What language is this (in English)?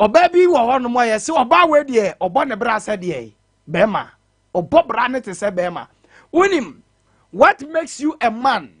Akan